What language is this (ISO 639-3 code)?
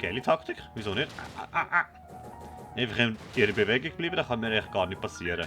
gsw